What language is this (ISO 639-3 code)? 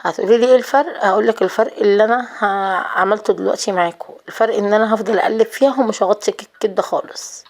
arz